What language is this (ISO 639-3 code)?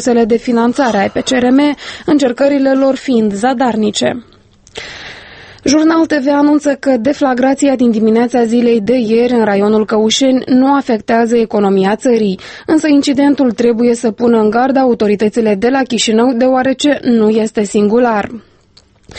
ron